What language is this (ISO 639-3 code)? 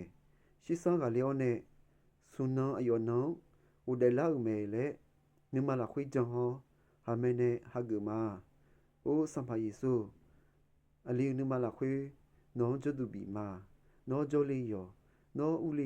ahk